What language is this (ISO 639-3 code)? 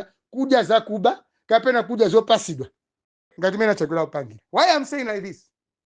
nya